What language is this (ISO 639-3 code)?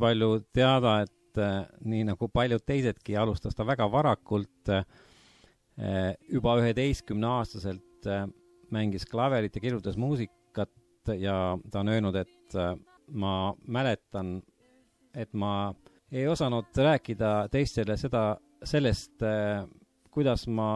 est